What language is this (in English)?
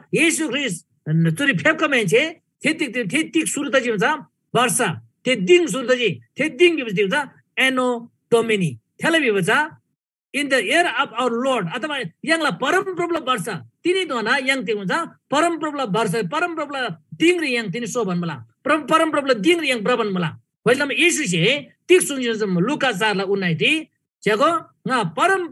Eastern Tamang